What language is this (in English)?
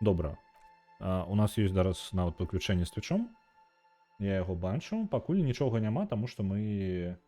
Belarusian